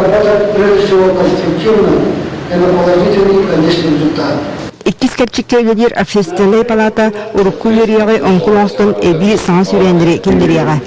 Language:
Yakut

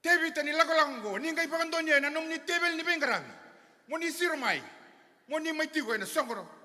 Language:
Fijian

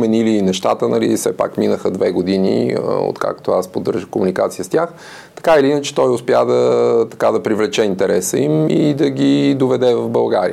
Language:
Bulgarian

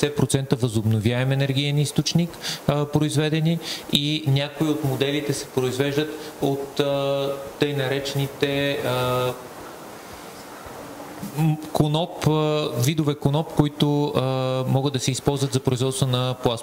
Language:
Bulgarian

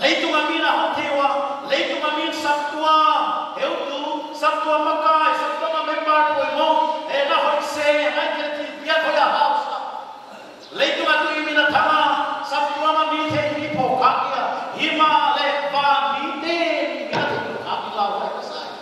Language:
Paite Chin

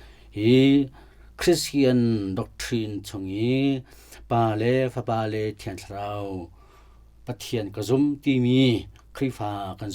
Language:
Hakha Chin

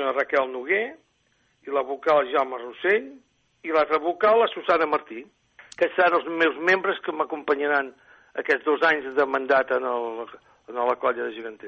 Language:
Catalan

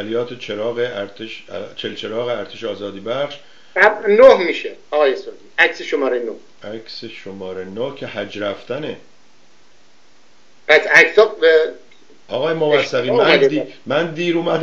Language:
Persian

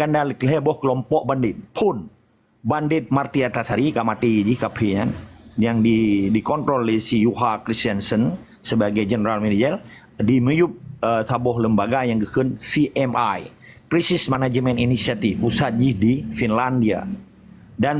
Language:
Achinese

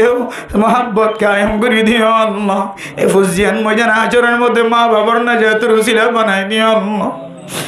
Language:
Rohingya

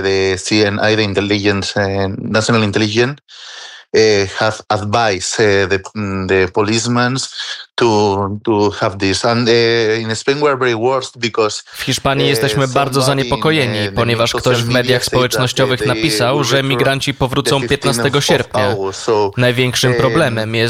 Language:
Polish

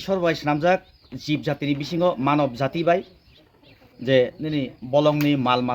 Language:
Kok Borok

